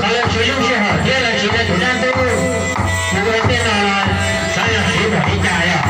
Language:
Hmong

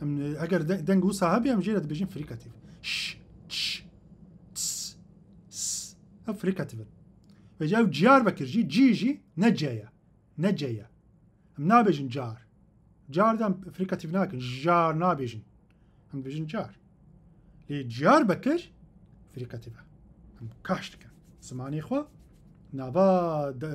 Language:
Kurdish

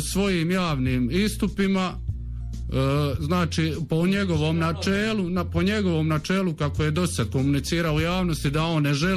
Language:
Croatian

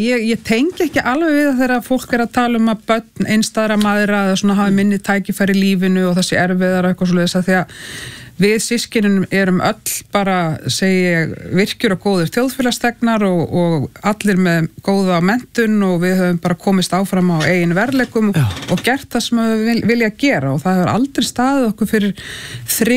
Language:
Icelandic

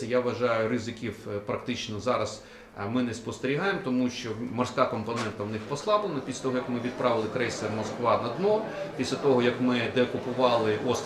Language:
Ukrainian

